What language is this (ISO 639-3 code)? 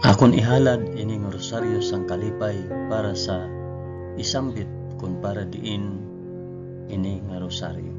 hil